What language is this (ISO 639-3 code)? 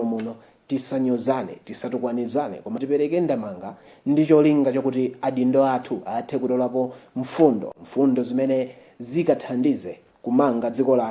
nya